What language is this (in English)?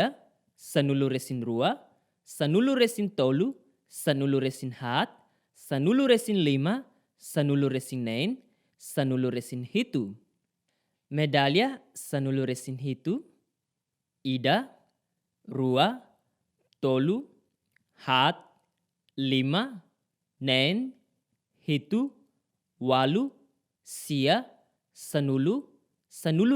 Tetum